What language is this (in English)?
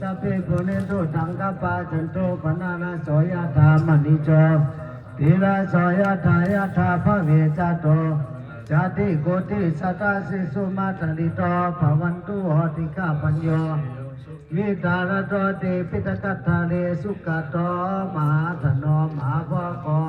Pali